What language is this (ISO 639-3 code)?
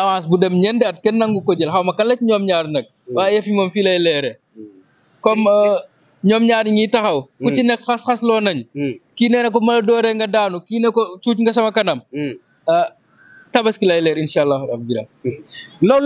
wol